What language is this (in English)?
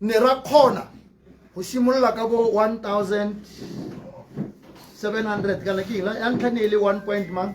Tswana